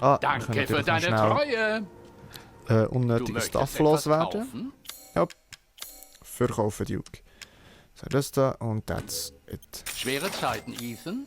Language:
Swiss German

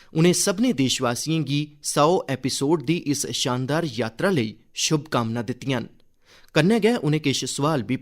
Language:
Dogri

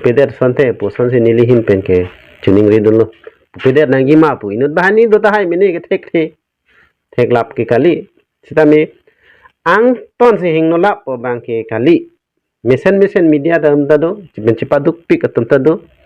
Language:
Karbi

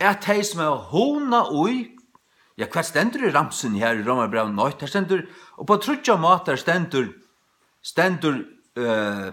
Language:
Faroese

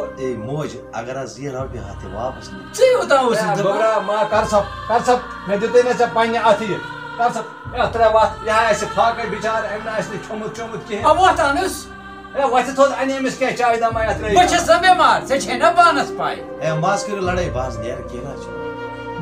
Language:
Kashmiri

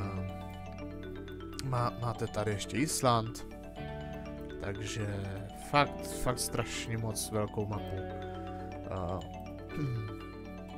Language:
Czech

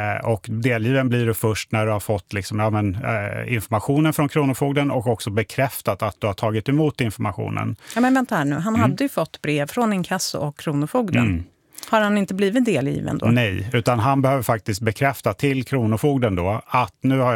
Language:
Swedish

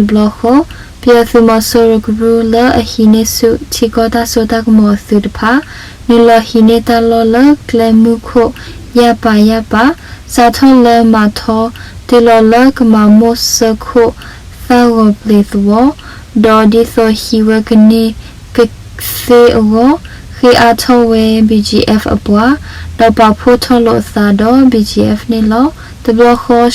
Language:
S'gaw Karen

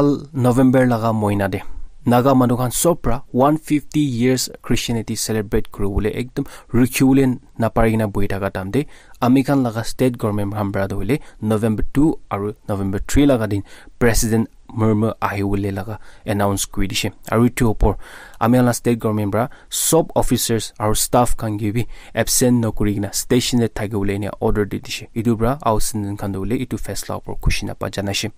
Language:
Naga Pidgin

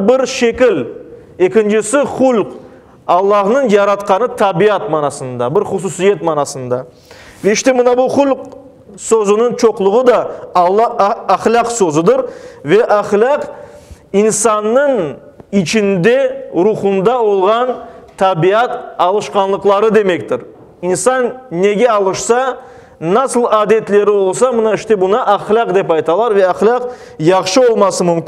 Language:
Crimean Tatar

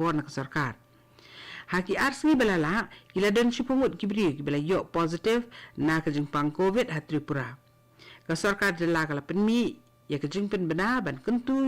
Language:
Khasi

